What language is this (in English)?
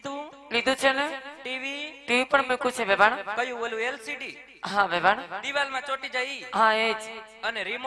Gujarati